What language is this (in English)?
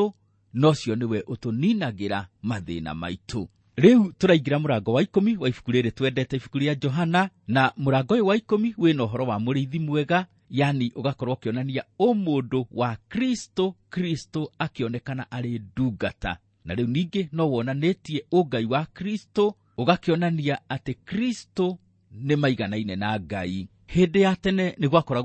Kikuyu